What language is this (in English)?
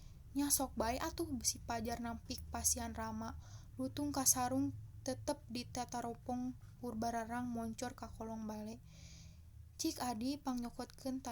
Sundanese